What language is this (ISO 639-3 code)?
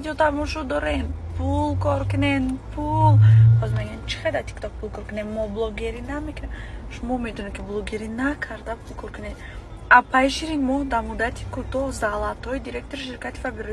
tgk